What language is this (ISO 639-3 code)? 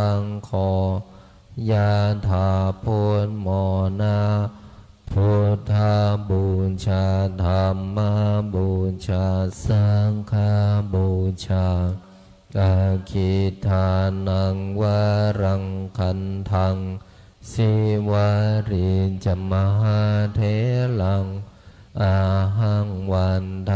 pli